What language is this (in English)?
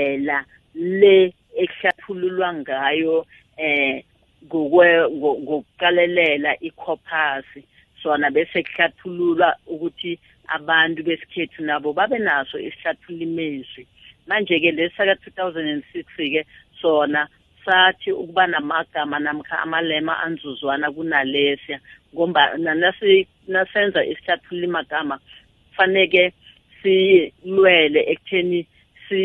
South Ndebele